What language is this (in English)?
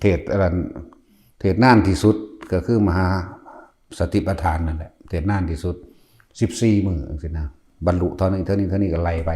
Northeastern Thai